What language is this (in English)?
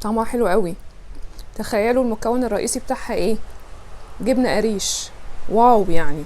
Egyptian Arabic